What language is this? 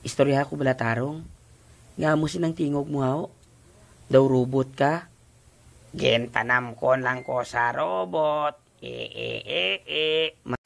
Hiligaynon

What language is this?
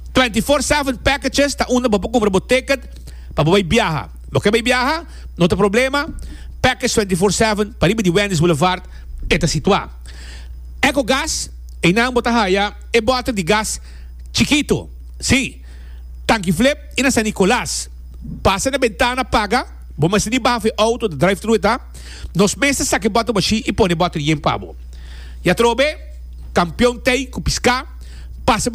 Papiamento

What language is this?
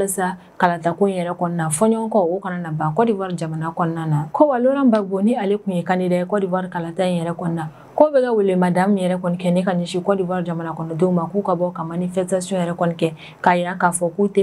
Bambara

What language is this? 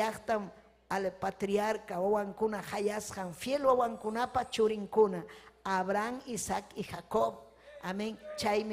Ayacucho Quechua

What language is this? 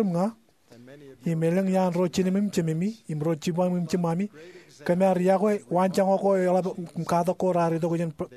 Marshallese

